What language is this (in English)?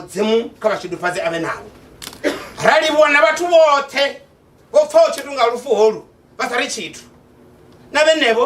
Venda